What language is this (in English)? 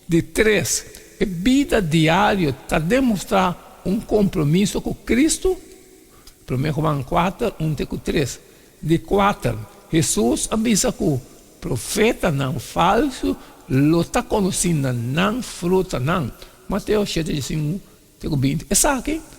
Papiamento